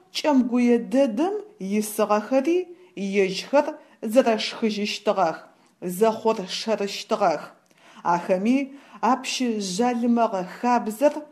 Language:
Adyghe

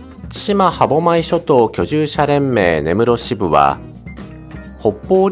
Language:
Japanese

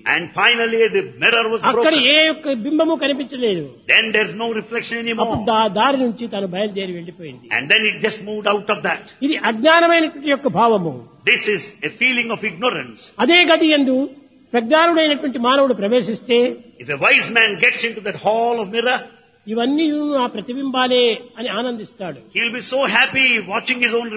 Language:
Telugu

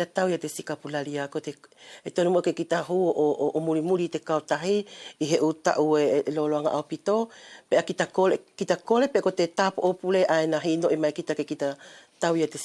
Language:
Wallisian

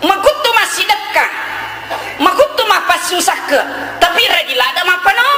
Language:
Buginese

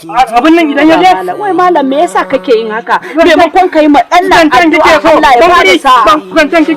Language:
Hausa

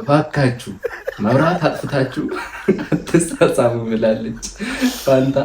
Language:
Amharic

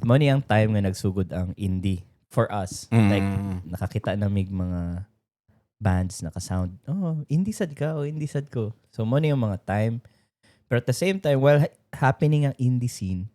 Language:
Cebuano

